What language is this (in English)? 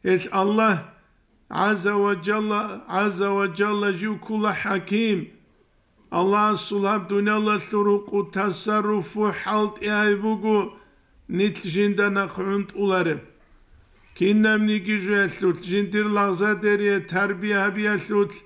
Avaric